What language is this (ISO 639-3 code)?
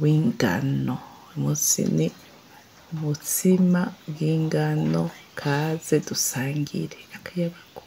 run